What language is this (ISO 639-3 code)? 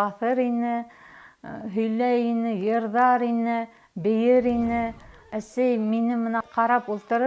bak